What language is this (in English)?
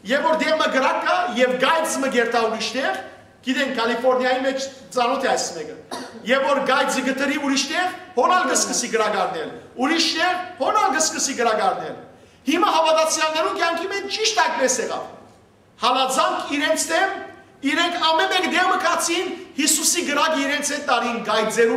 Western Armenian